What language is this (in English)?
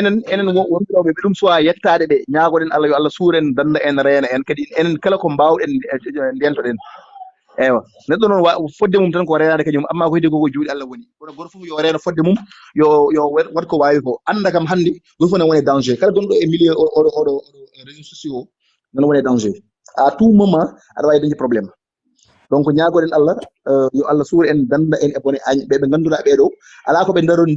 Fula